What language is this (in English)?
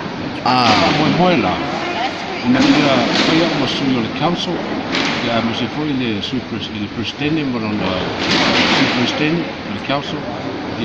Samoan